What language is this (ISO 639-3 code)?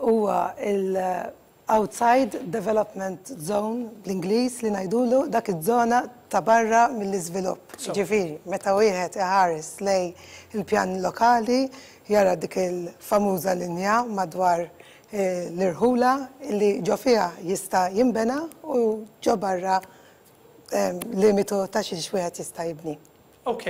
mlt